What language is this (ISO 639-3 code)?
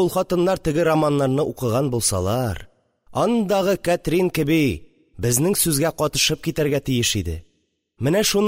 tat